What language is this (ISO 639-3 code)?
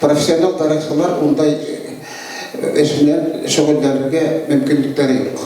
bak